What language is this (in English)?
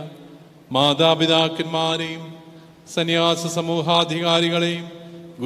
Malayalam